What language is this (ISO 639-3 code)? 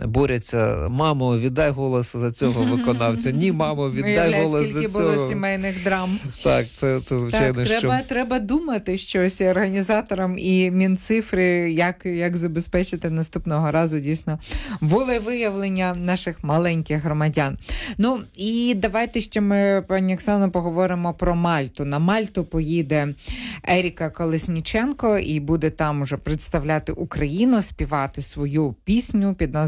ukr